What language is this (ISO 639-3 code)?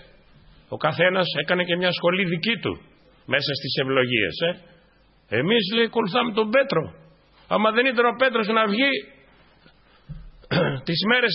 ell